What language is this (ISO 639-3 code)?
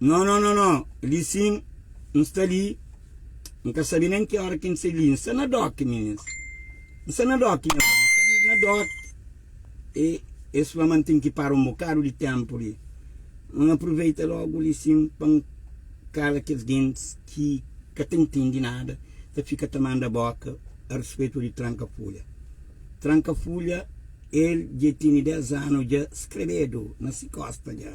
kea